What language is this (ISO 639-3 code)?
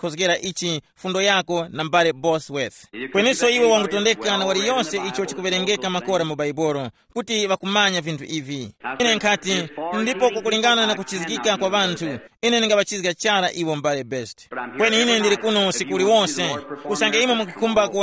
tum